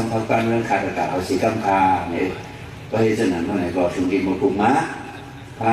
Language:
Shan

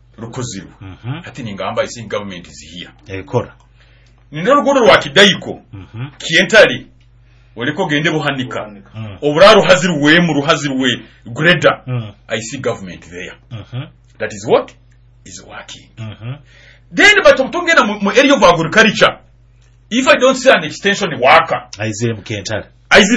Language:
Nyoro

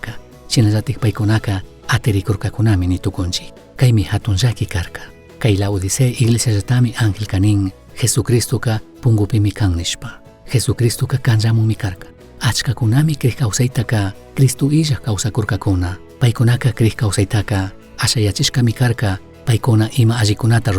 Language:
Chimborazo Highland Quichua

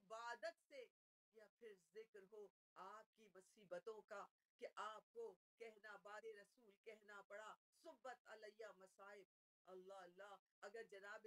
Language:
Urdu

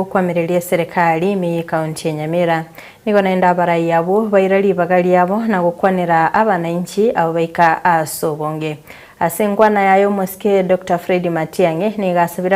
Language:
Gusii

